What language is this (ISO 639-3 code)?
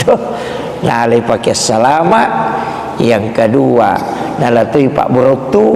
bug